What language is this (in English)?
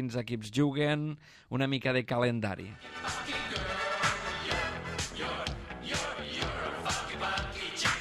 Catalan